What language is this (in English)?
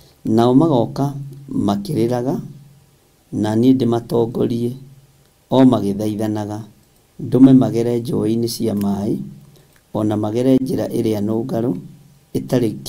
Kikuyu